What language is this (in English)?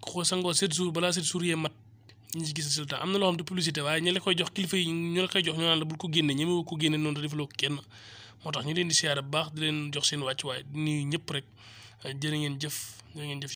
Wolof